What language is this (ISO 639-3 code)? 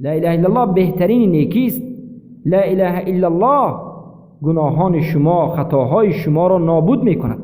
fas